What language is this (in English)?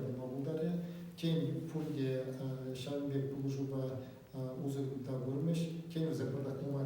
Chuvash